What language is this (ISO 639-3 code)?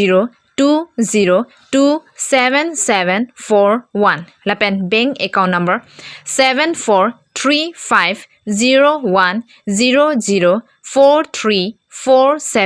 mjw